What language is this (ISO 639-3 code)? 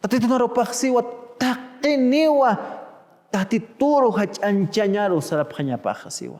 aym